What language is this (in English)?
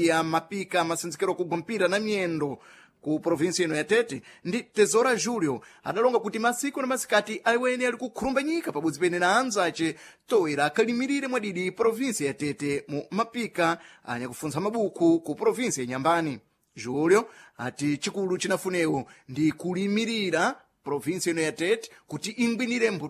Sena